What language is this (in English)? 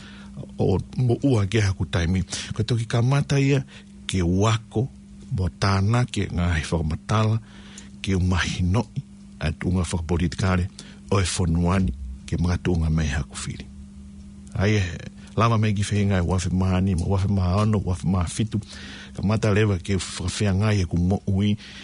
Tongan